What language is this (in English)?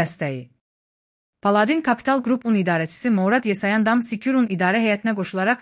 Azerbaijani